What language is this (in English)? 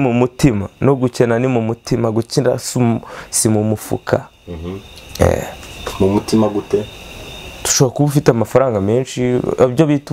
Kinyarwanda